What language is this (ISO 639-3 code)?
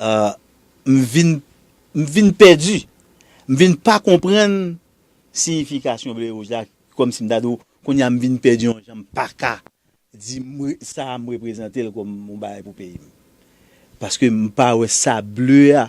hat